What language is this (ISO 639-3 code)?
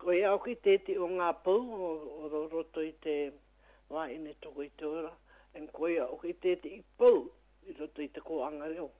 mri